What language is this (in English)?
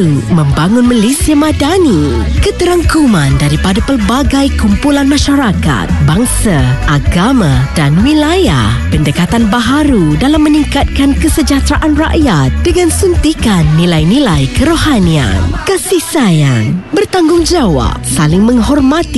Malay